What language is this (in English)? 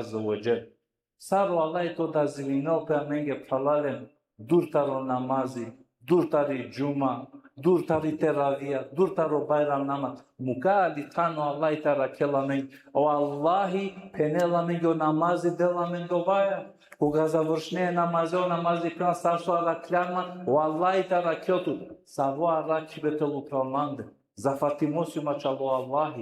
Balkan Romani